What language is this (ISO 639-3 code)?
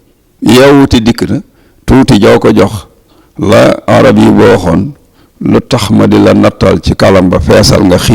wol